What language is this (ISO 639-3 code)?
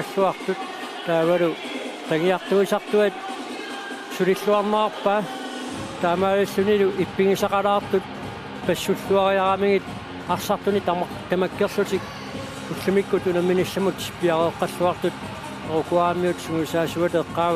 kal